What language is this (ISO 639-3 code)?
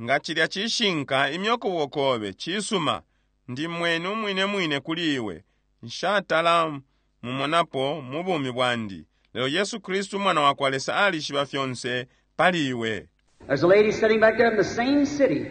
bem